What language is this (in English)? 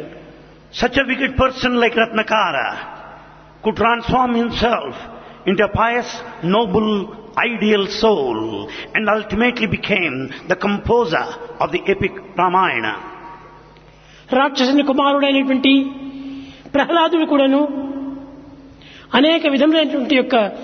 Telugu